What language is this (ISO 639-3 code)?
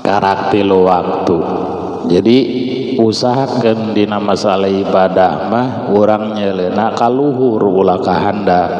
sun